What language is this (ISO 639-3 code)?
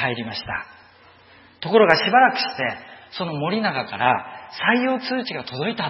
jpn